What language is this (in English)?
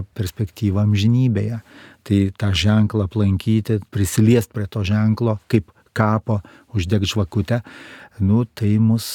Lithuanian